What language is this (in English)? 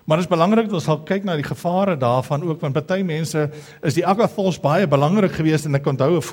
Afrikaans